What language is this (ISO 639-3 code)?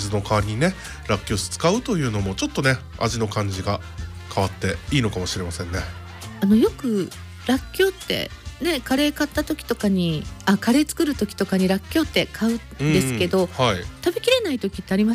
jpn